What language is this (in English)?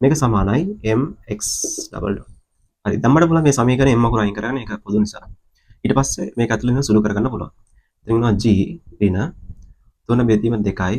Sinhala